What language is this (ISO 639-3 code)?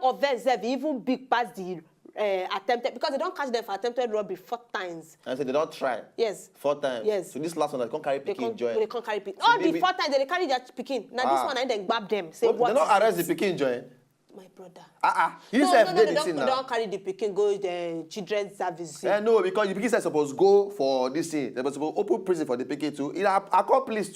pcm